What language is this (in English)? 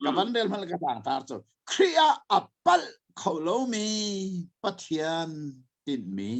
Hakha Chin